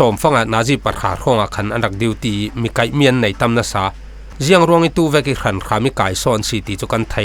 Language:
Falam Chin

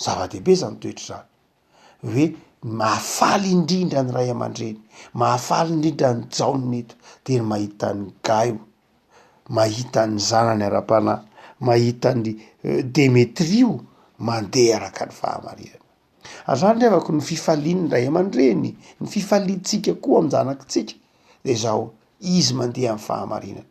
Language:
Malagasy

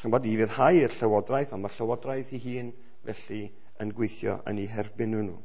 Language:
Welsh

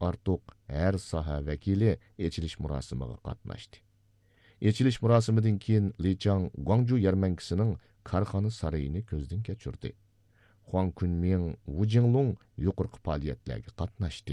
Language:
Uyghur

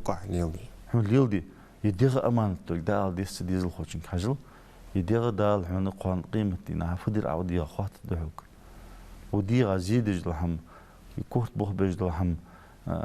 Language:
Ingush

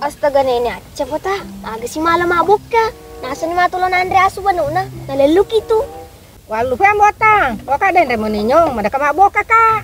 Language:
Buginese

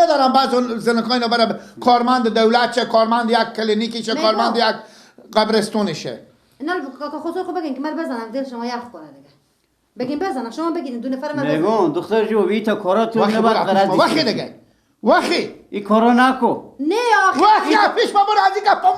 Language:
Persian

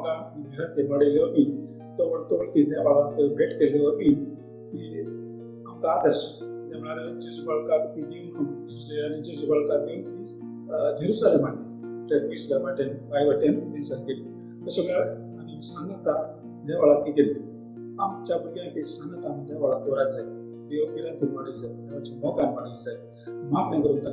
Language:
Konkani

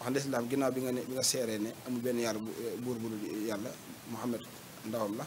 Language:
Wolof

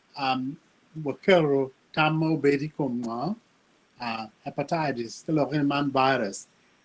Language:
Acoli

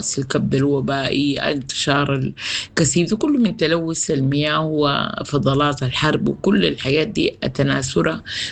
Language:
Sudanese Arabic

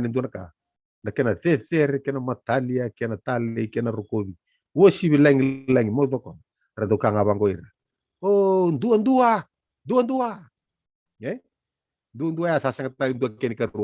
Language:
Fijian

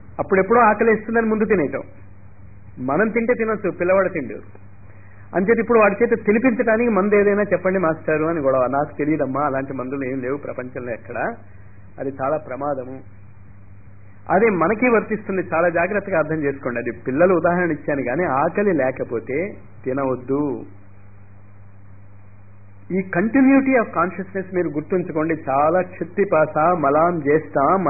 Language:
Telugu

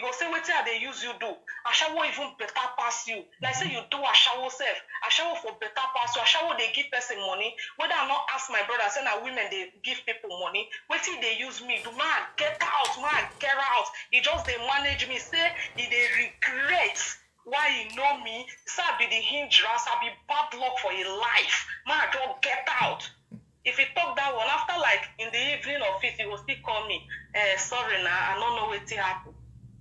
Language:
Nigerian Pidgin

